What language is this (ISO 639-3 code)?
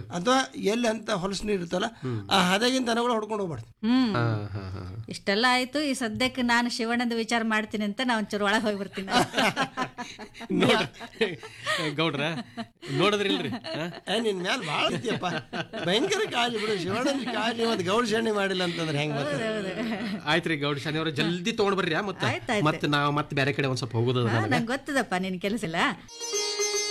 kan